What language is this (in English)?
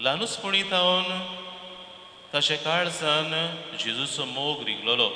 Konkani